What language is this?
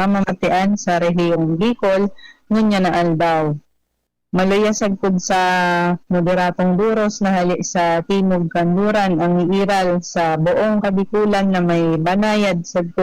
Bikol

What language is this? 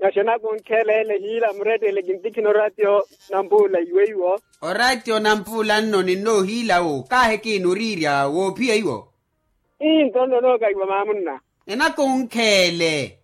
Makhuwa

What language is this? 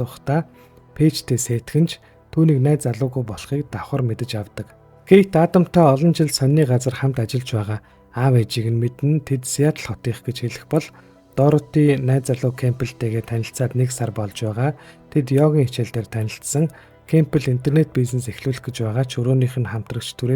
Mongolian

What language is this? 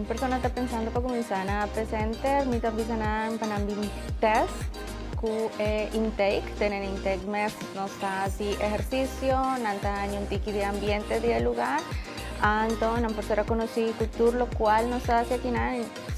Papiamento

